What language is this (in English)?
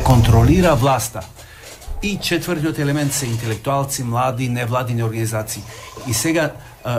Macedonian